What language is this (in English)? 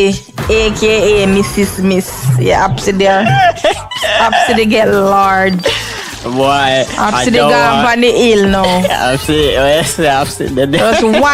Jamaican Creole English